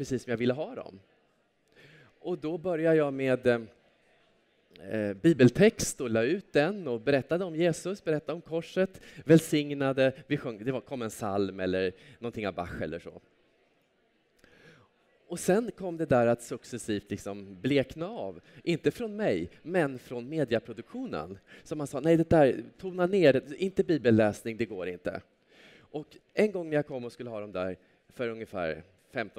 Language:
Swedish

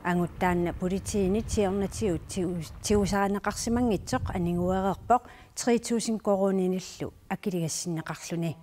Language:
Kalaallisut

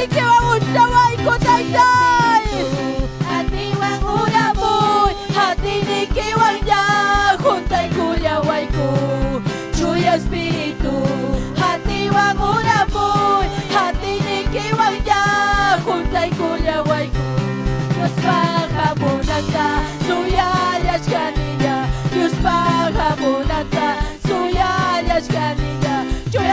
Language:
Ayacucho Quechua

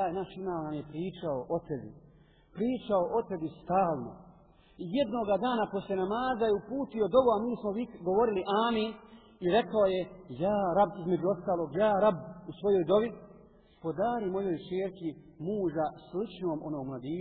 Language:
Bosnian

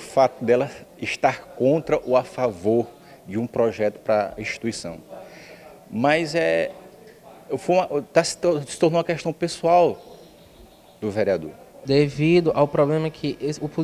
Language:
Portuguese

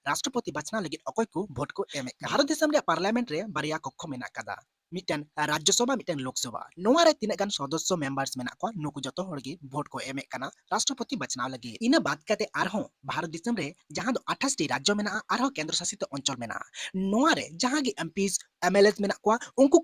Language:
Santali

